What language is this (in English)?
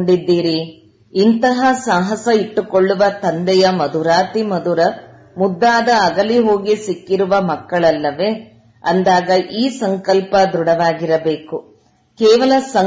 Kannada